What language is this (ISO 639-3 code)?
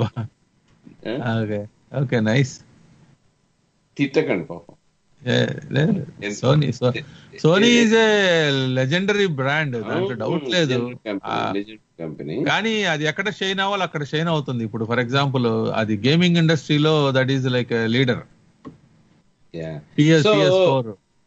tel